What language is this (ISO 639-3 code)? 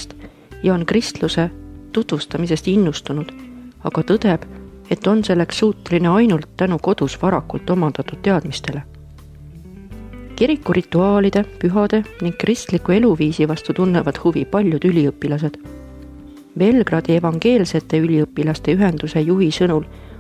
est